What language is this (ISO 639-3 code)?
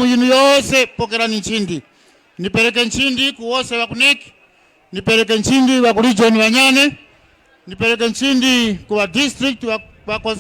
tum